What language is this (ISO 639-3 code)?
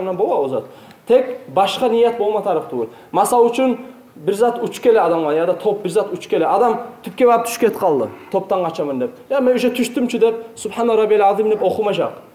kum